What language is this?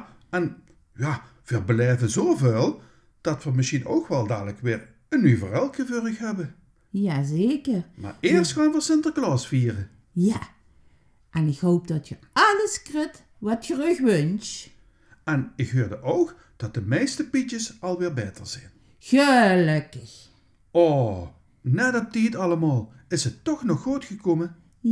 Limburgish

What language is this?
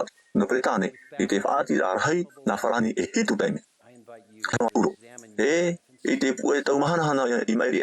Tahitian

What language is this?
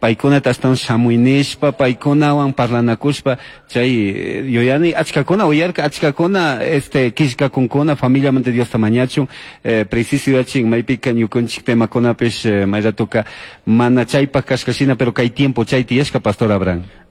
Chimborazo Highland Quichua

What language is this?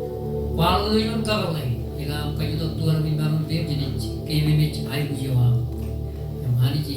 Marshallese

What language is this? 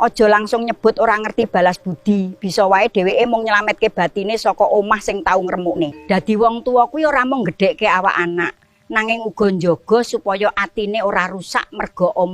Javanese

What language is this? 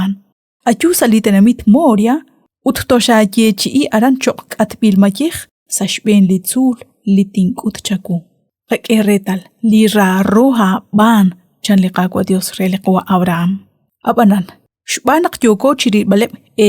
Kekchí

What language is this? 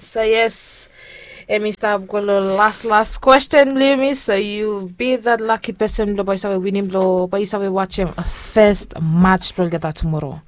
Bislama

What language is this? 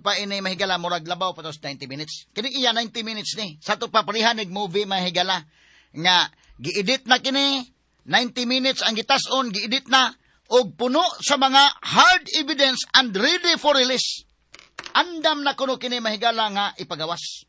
Cebuano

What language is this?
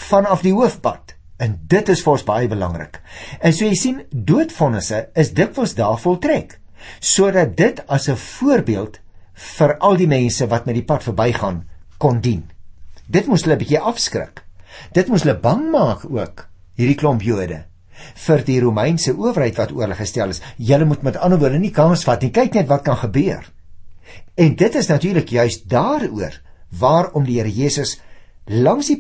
Afrikaans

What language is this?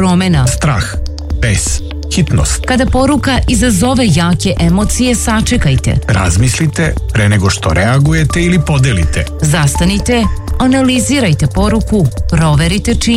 Serbian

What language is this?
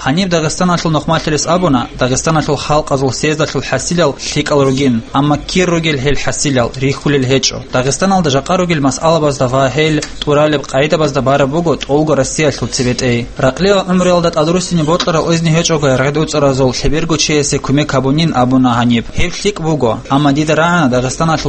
Avaric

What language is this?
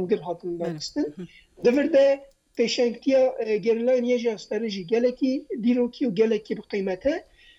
Kurdish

